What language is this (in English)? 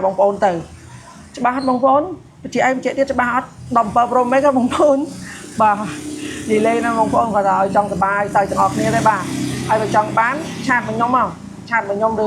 Khmer